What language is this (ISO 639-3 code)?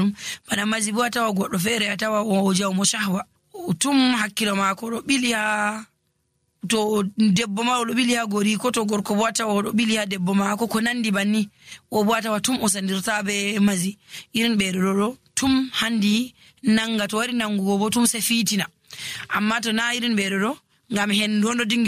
fuv